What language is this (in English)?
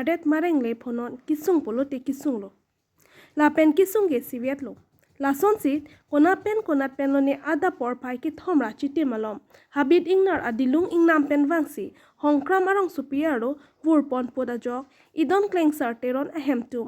Karbi